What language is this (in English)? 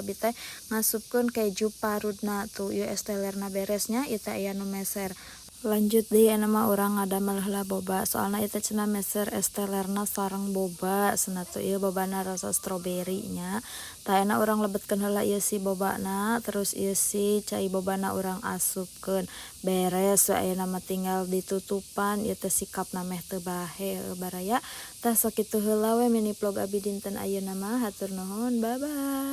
Sundanese